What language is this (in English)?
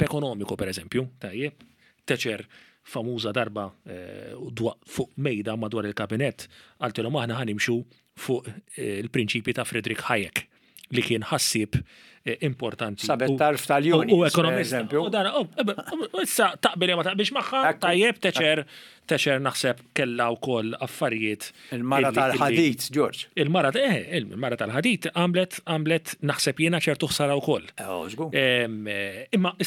Maltese